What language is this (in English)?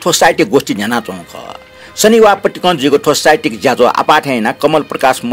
Newari